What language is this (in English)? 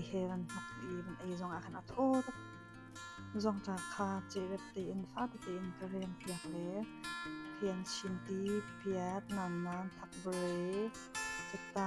Hakha Chin